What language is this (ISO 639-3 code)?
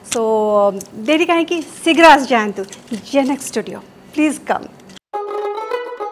ori